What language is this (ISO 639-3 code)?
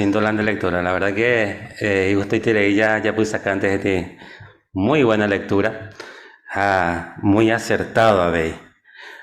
grn